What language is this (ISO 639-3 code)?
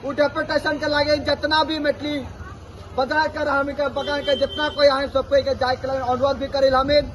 sck